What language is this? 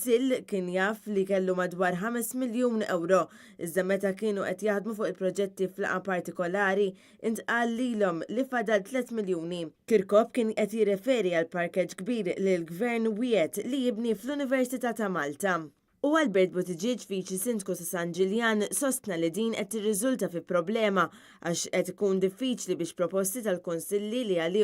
Maltese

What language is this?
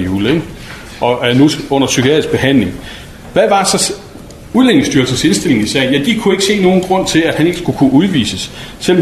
Danish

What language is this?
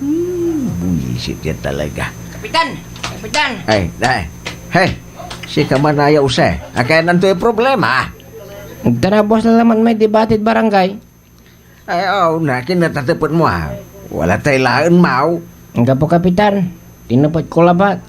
Pangasinan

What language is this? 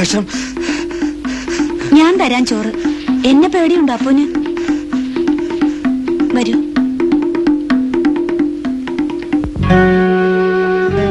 Malayalam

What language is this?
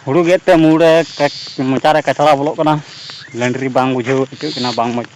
Santali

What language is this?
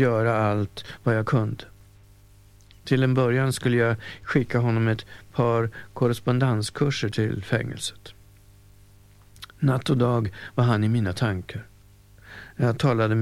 Swedish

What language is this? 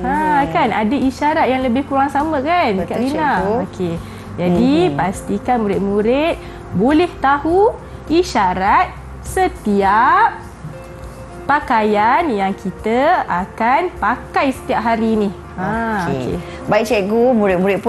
Malay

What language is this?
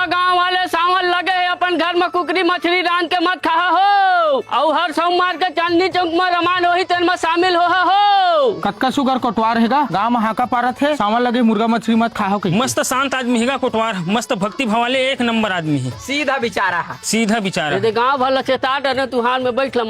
Chhattisgarhi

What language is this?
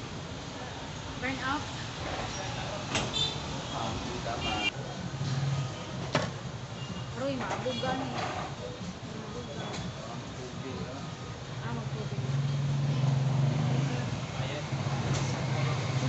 Filipino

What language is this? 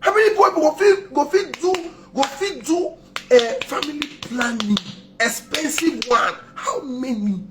Nigerian Pidgin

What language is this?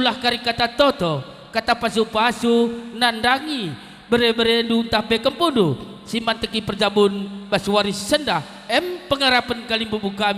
Batak Karo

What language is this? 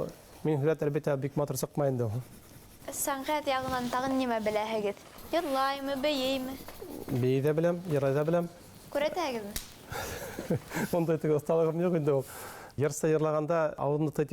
Bashkir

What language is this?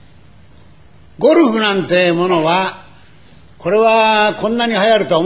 Japanese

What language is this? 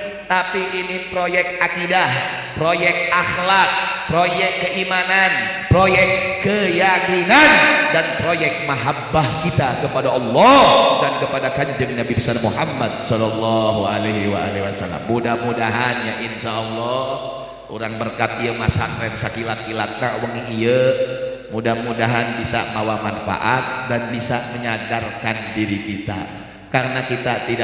Sundanese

